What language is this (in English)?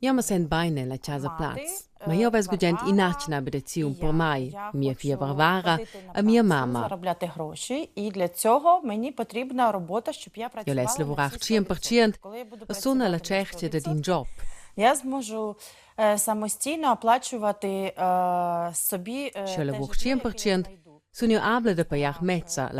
Romansh